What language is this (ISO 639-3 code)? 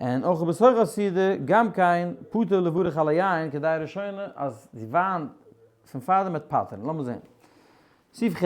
yid